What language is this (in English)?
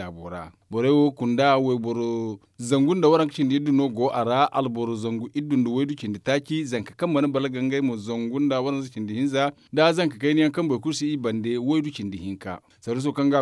Zarma